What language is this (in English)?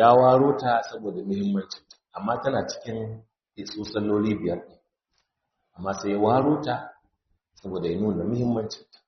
Hausa